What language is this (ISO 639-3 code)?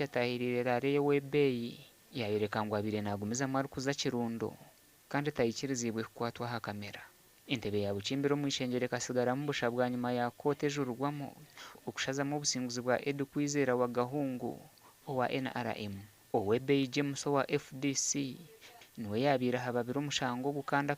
nyn